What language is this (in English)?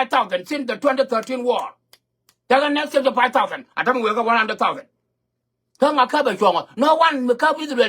Nuer